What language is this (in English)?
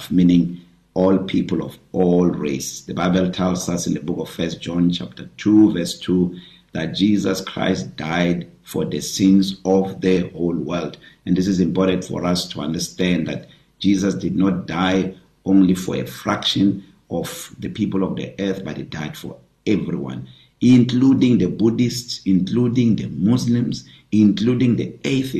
English